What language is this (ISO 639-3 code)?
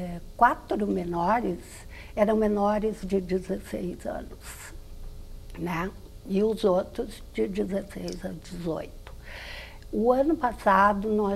por